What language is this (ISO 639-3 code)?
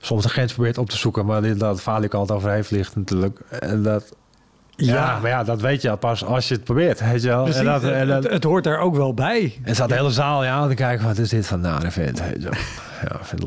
nld